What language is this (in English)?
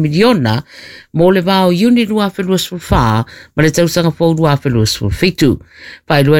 Samoan